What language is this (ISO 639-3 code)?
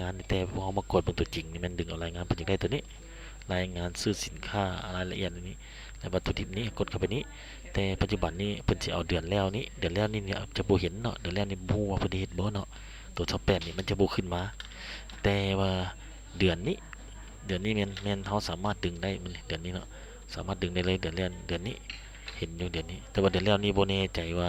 lao